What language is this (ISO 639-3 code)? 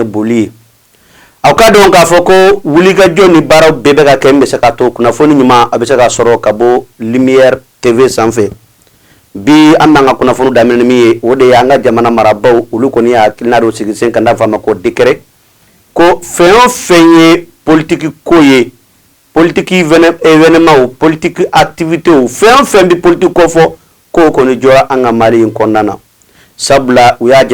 bam